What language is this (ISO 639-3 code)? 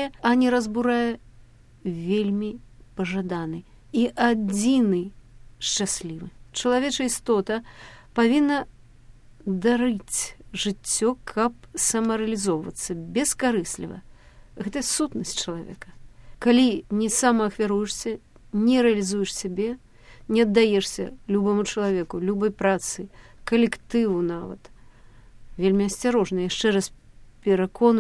bel